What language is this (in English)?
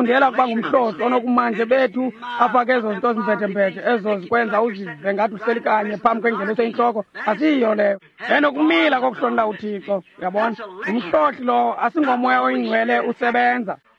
Xhosa